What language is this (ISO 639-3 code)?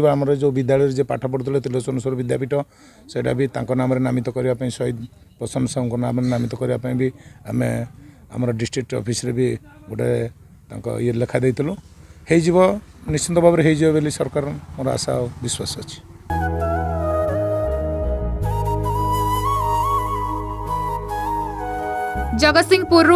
ori